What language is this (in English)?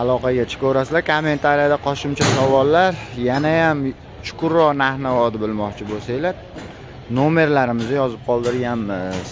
Uzbek